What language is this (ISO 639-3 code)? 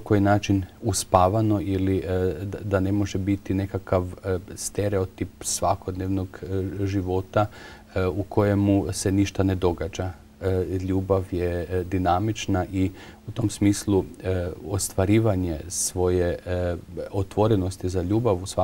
hrv